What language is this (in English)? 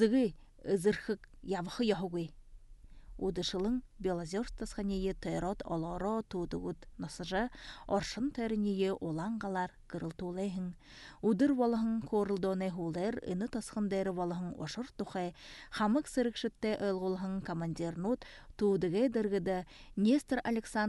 Buriat